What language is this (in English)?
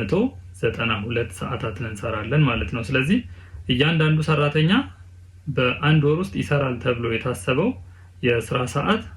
Amharic